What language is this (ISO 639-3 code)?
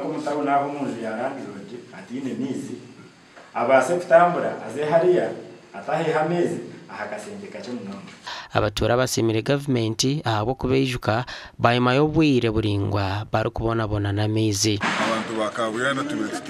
nyn